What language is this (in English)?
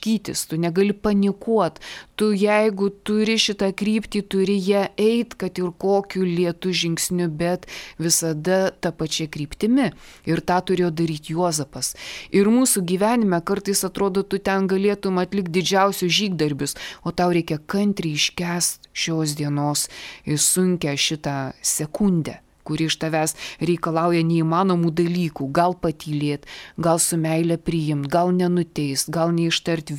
Lithuanian